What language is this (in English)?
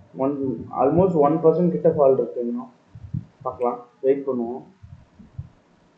Tamil